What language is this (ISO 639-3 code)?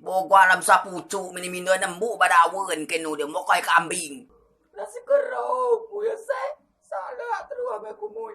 rej